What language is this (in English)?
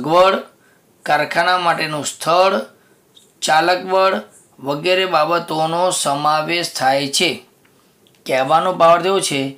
Gujarati